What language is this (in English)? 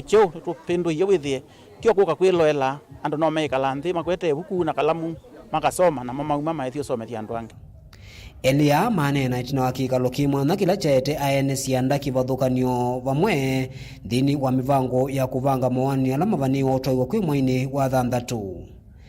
Kamba